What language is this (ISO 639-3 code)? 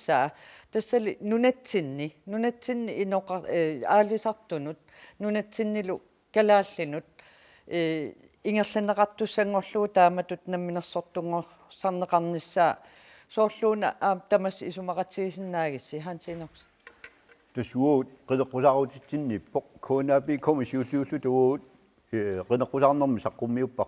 kal